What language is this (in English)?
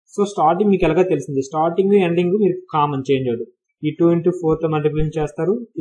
Telugu